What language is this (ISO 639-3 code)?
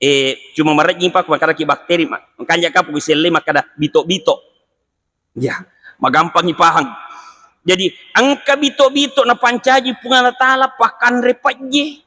bug